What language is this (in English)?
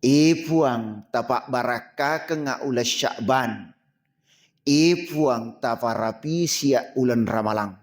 Buginese